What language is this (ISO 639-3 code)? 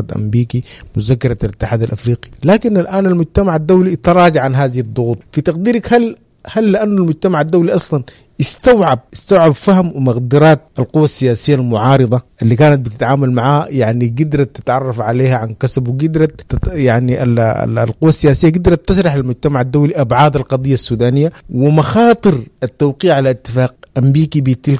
apd